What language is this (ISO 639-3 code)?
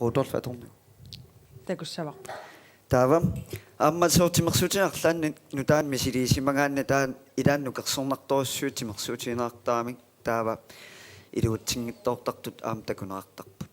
kal